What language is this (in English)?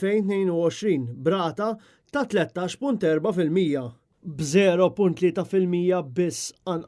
Maltese